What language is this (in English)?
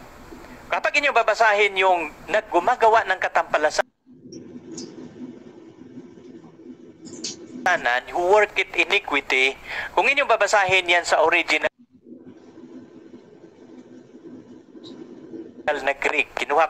Filipino